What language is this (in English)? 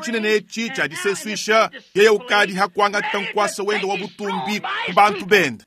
Luba-Lulua